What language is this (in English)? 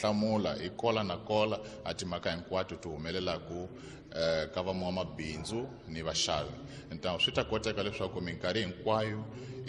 Tsonga